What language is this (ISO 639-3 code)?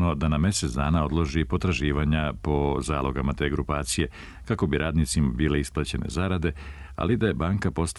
srp